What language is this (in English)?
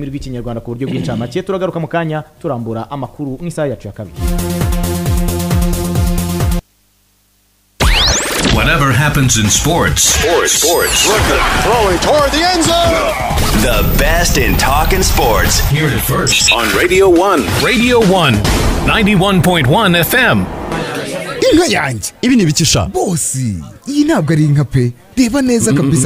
Kinyarwanda